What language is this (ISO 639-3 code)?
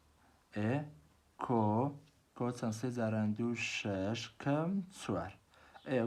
ckb